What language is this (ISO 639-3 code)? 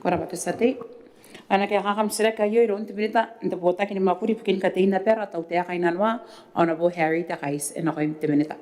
gil